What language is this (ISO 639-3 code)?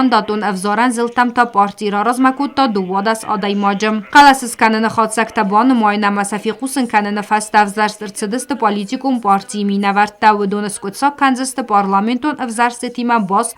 oss